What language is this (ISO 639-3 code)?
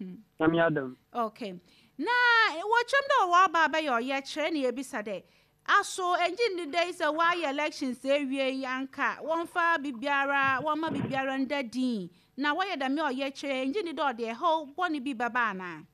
aka